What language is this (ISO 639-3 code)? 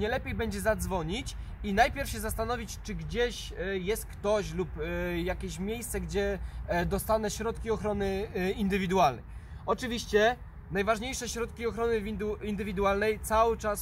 pol